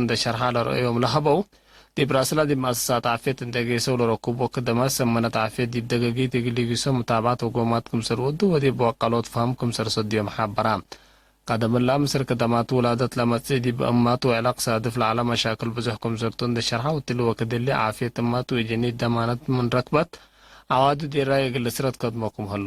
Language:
Tigre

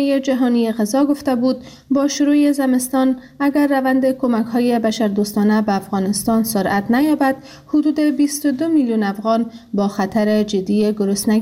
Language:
Persian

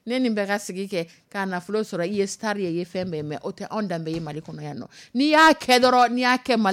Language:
Dyula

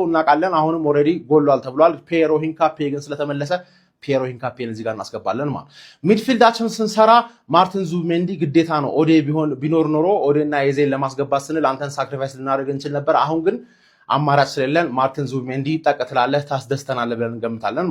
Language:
Amharic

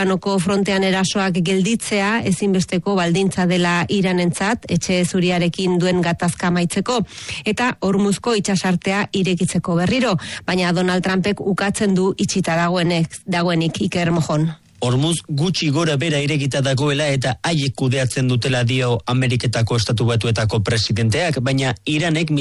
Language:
Basque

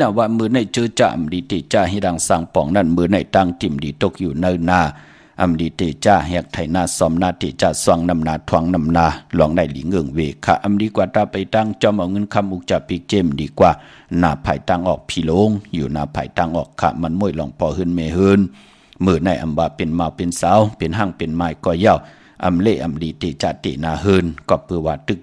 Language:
Shan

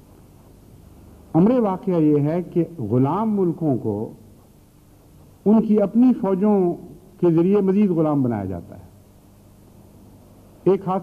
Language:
Urdu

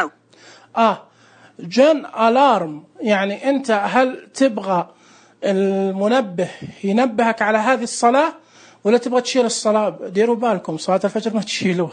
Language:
Najdi Arabic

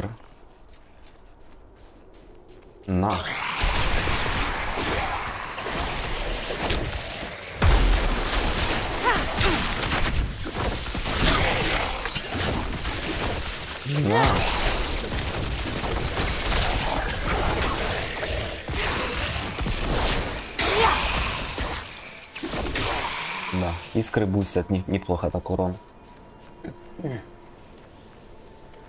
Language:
Russian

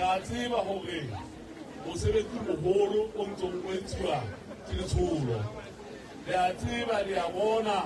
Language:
Southern Sotho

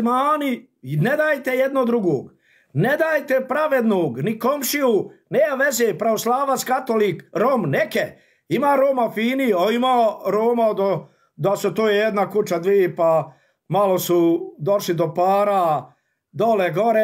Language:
Bosnian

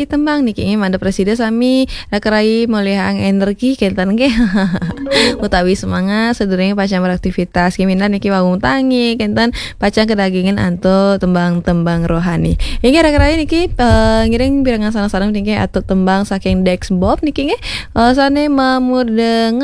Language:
Balinese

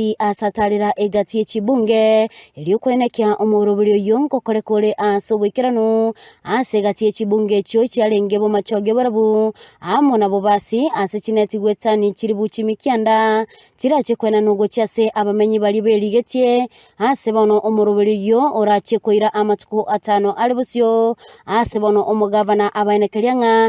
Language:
Gusii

